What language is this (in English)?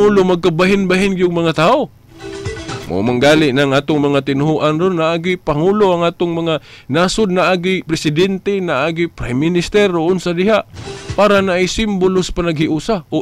Cebuano